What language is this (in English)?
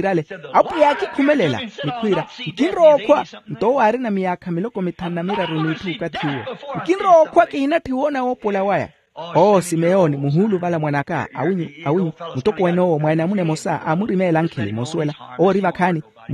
Makhuwa